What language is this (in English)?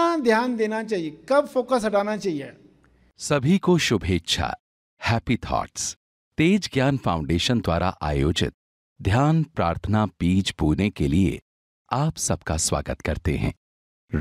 Hindi